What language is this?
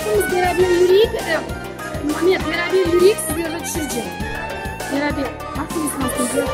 Crimean Tatar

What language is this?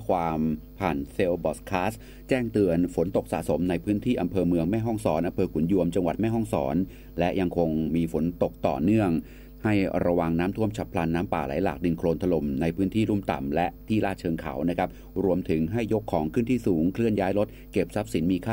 Thai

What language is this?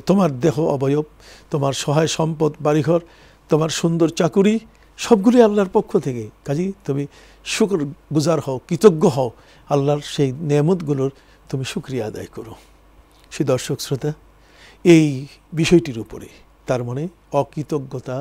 Bangla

